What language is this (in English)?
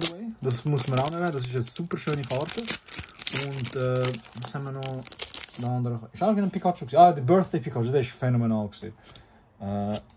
Swiss German